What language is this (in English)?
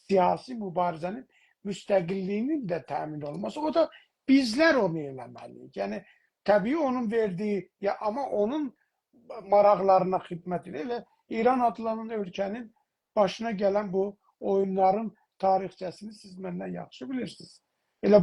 South Azerbaijani